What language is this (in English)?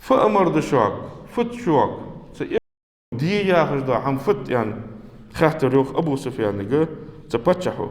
Ingush